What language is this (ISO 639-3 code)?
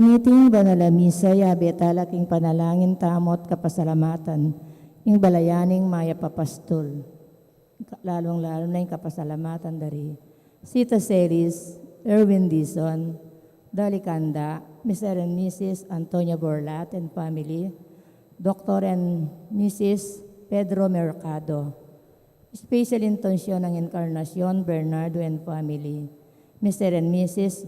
pam